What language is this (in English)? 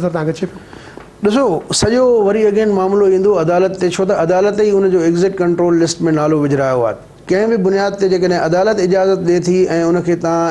Sindhi